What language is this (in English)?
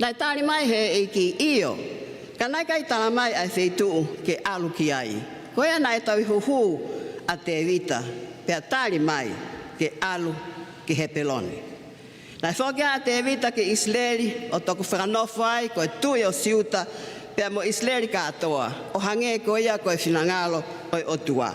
Tongan